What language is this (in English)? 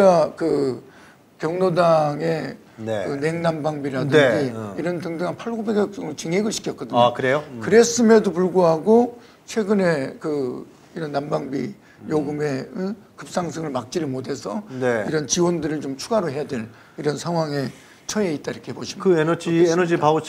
Korean